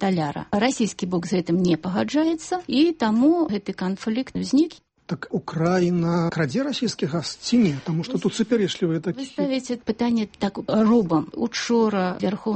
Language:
Belarusian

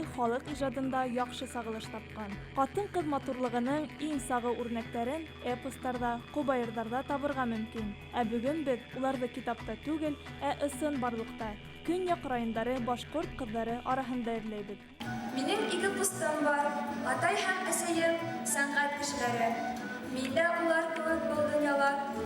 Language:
Bashkir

